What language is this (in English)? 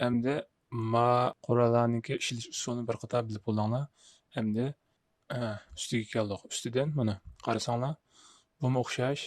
Uyghur